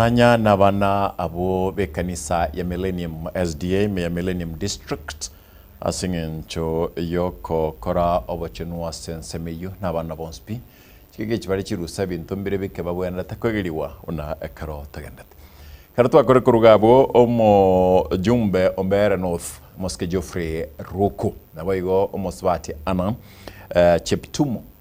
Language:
Gusii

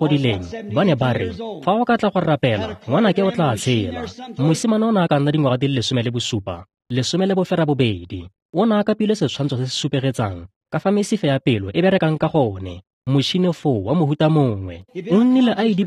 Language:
Tswana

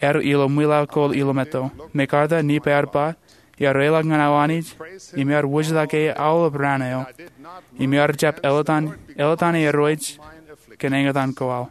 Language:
Marshallese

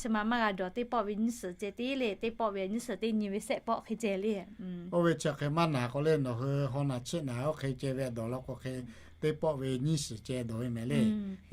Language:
Lahu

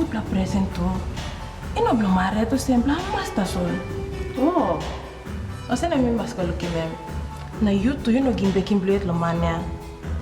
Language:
Tok Pisin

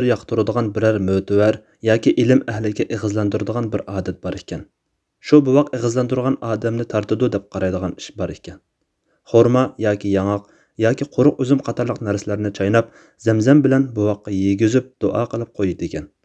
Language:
Uyghur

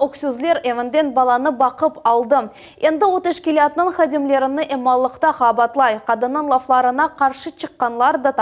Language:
Crimean Tatar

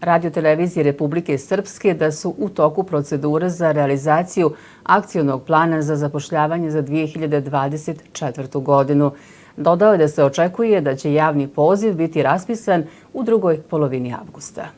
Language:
Bosnian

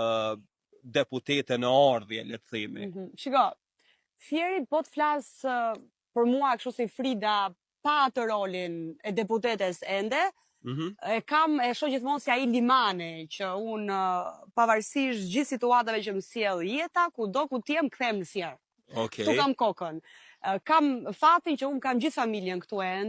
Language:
Albanian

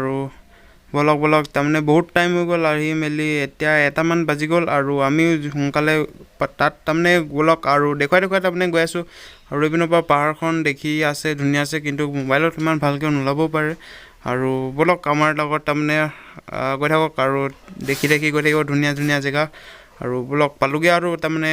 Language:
Assamese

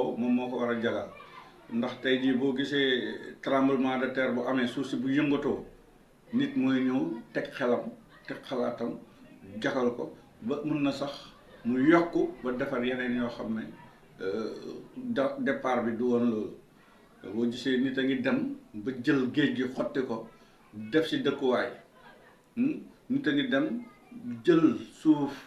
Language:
Wolof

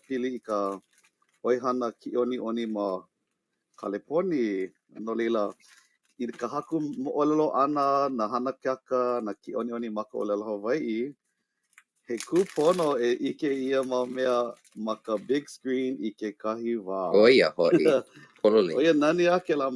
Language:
Hawaiian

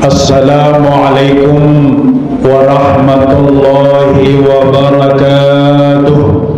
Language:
Sasak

